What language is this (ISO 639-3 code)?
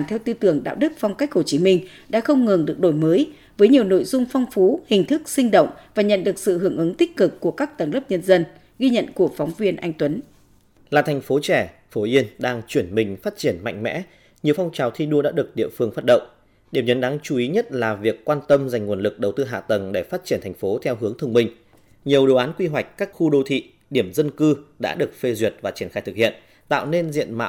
vie